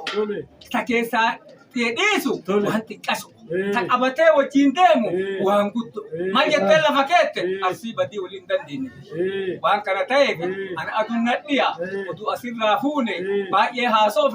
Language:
Oromo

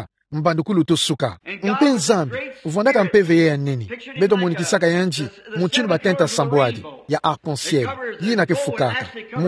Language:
Kituba (Democratic Republic of Congo)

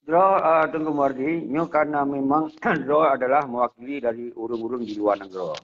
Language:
Achinese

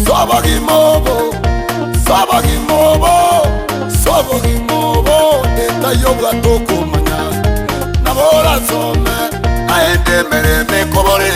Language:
Gusii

